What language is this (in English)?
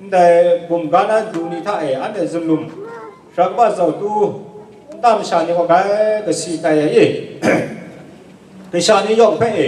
Kachin